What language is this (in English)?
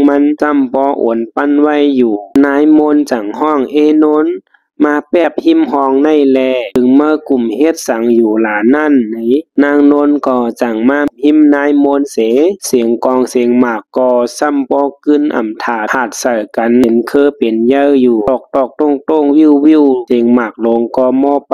Shan